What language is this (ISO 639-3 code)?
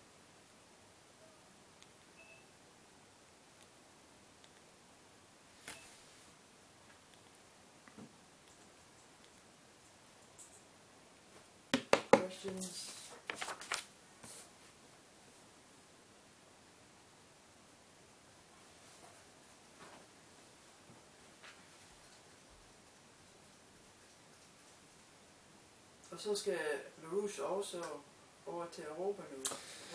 dan